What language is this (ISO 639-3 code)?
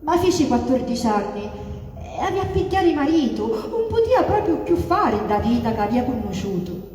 scn